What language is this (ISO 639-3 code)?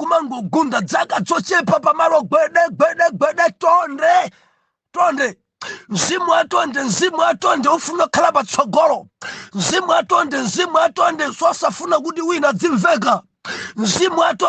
nya